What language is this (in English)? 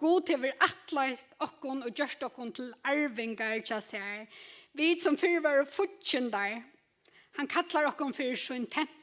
Faroese